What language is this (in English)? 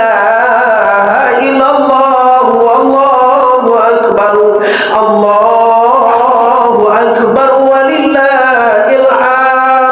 Minangkabau